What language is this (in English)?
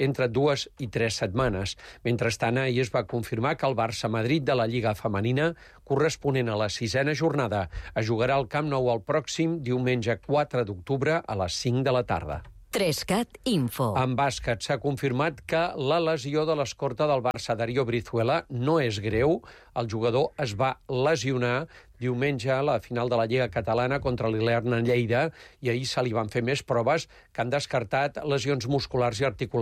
Catalan